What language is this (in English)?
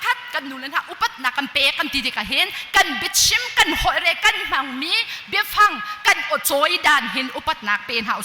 Hakha Chin